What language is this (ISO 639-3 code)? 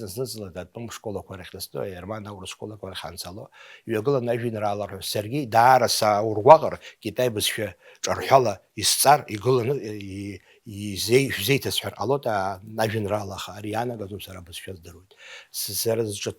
abk